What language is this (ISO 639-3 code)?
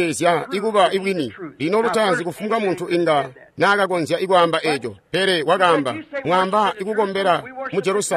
toi